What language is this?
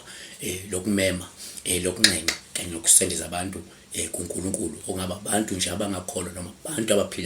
Zulu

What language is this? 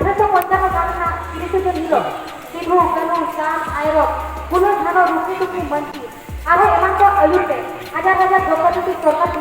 Santali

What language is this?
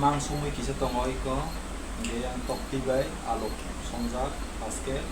Kok Borok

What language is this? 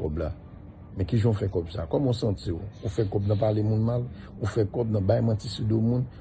Haitian Creole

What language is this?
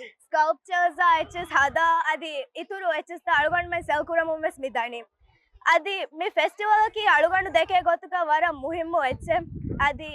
Divehi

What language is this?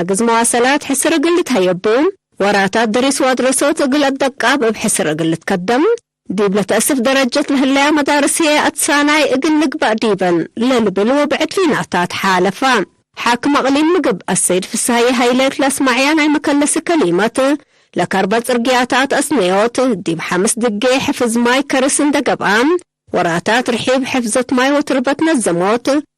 Tigre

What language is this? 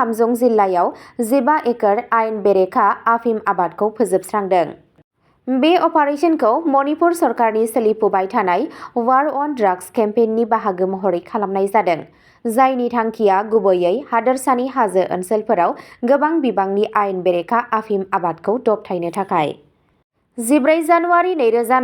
Bodo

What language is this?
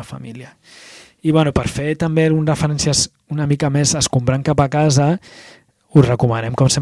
Catalan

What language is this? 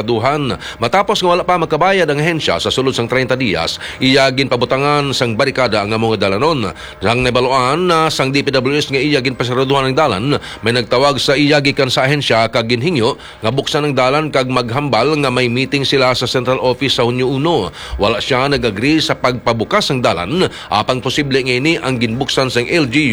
Hiligaynon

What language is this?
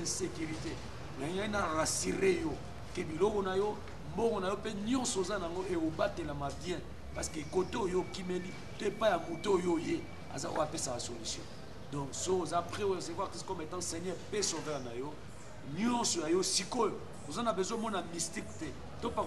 Lingala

